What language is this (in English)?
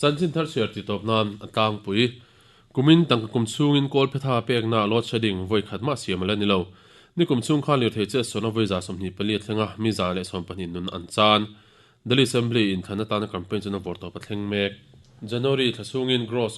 Mizo